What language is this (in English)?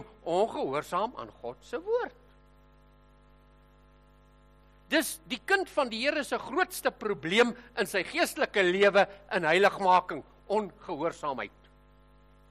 Afrikaans